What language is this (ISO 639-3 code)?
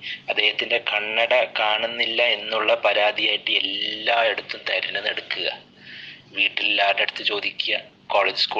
mal